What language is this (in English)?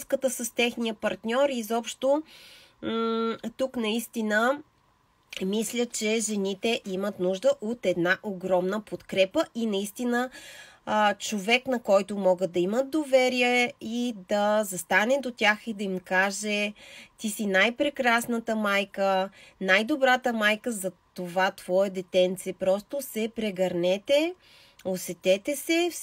Bulgarian